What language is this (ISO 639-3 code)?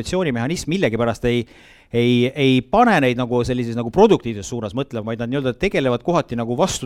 est